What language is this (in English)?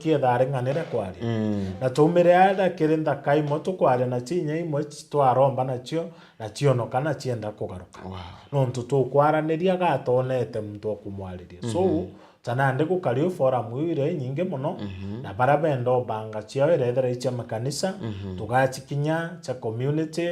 Meru